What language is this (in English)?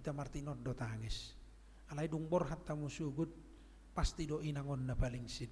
Batak Toba